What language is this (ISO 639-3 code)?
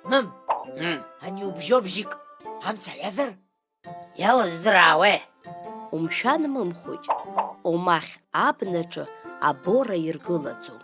abk